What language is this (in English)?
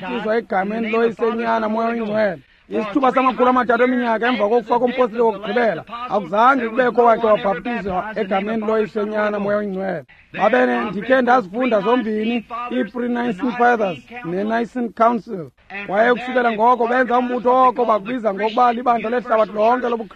Xhosa